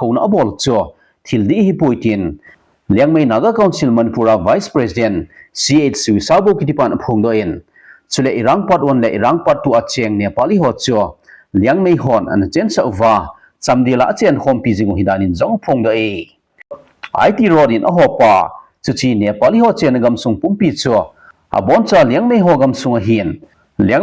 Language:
Thado Chin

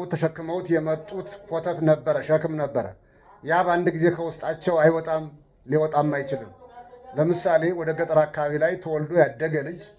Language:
Amharic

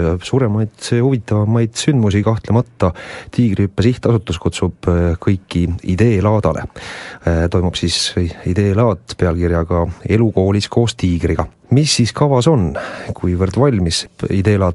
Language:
Estonian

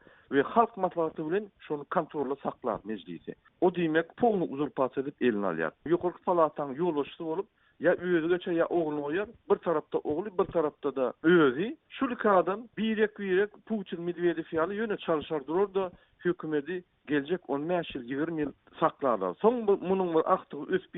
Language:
Turkmen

